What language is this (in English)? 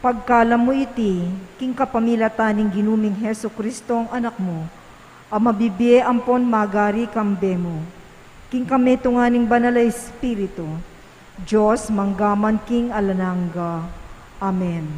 Pampanga